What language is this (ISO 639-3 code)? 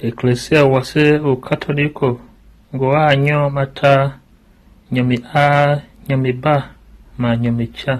tiv